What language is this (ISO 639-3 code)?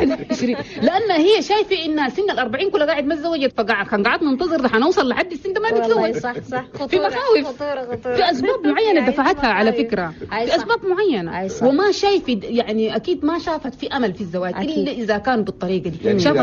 shu